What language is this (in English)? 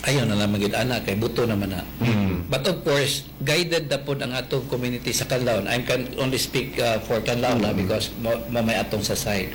Cebuano